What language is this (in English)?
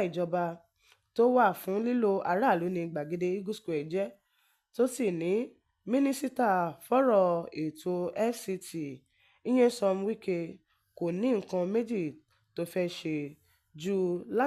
Yoruba